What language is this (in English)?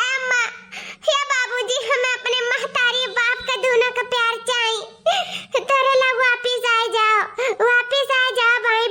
Awadhi